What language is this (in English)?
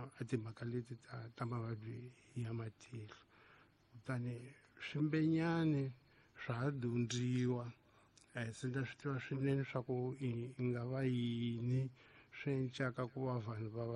Tsonga